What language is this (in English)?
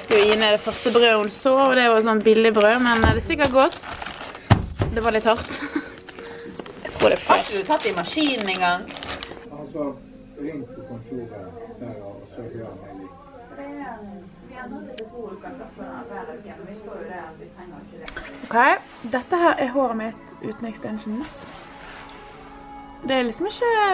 Norwegian